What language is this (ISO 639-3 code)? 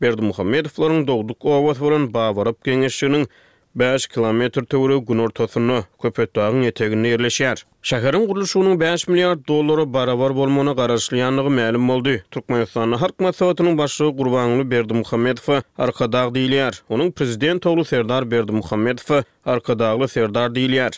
tuk